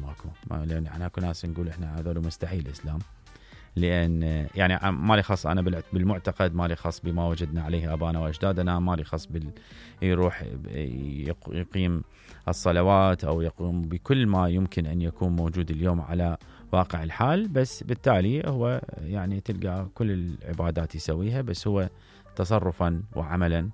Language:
Mesopotamian Arabic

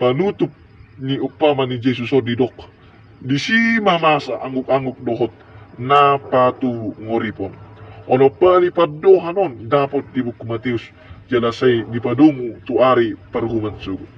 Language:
Batak Toba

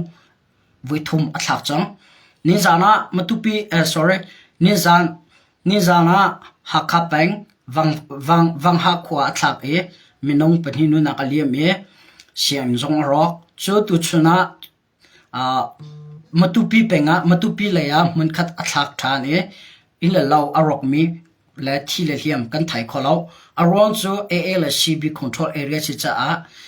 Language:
Hakha Chin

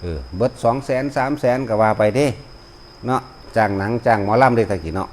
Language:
Northeastern Thai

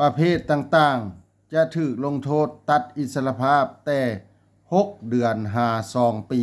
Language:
Lao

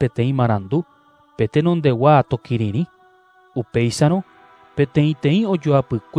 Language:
Guarani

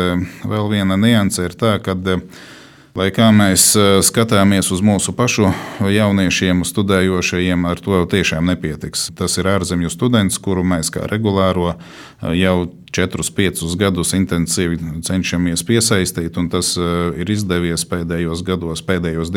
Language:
Latvian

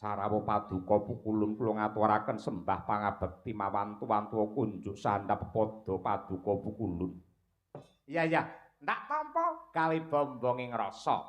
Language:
Javanese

